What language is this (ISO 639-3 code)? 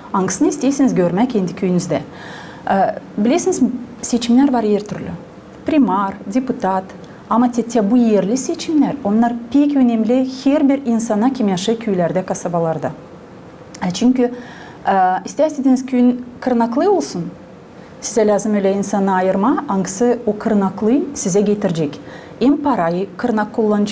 gag